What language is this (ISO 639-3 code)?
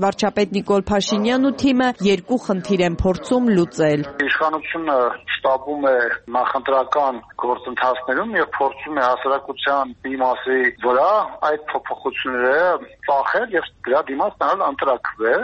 hye